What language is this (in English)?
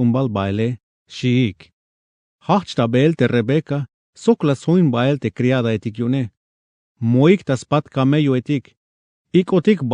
Tzeltal